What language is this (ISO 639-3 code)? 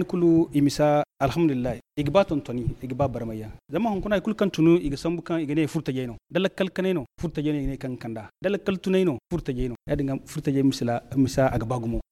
dje